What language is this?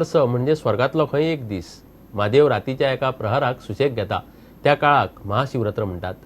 Konkani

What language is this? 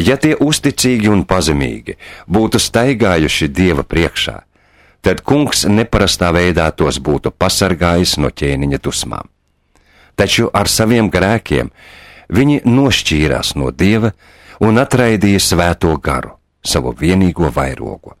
Latvian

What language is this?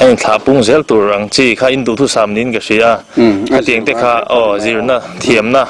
Mizo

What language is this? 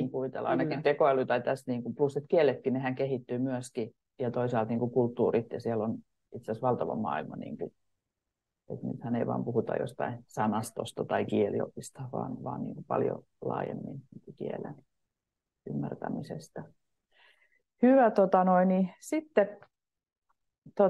Finnish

